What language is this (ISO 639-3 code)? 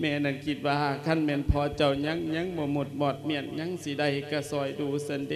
lao